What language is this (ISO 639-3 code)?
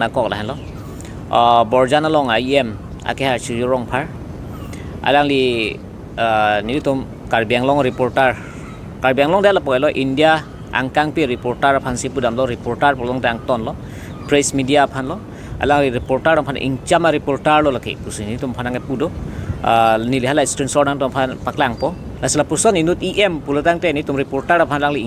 mjw